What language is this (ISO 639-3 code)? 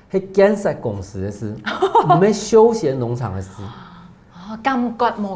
hak